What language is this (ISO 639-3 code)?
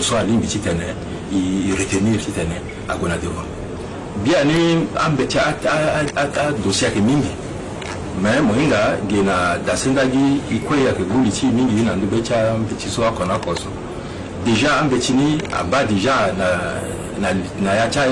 sag